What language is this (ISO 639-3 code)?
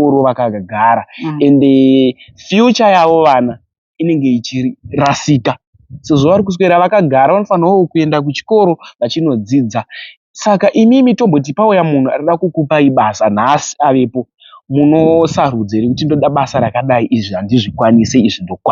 sna